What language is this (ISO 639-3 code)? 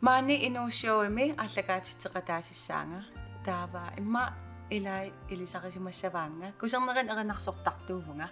kal